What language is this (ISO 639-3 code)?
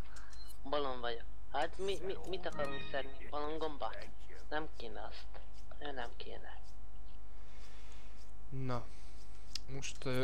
hun